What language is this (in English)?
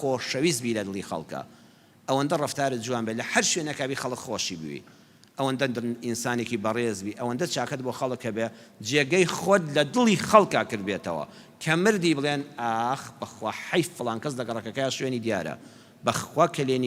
Central Kurdish